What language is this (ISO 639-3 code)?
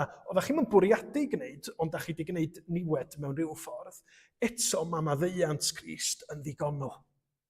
cym